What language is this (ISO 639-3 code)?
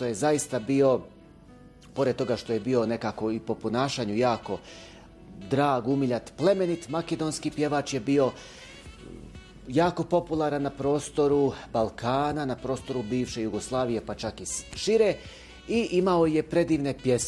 bos